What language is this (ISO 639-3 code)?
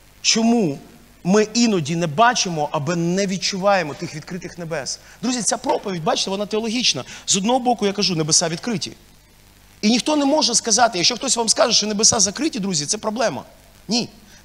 ukr